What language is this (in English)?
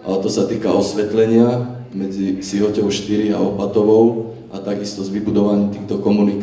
Slovak